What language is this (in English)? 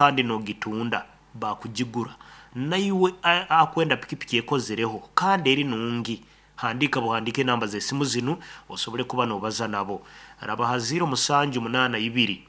Nyankole